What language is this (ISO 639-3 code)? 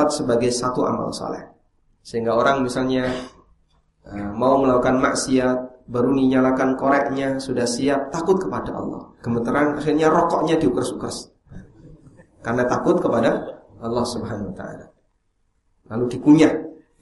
ind